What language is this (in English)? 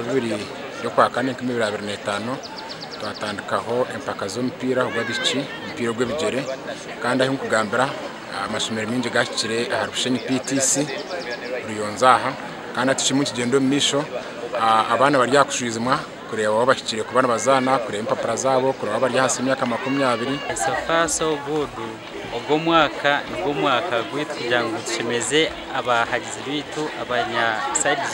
Nyankole